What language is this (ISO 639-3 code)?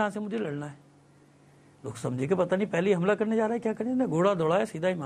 urd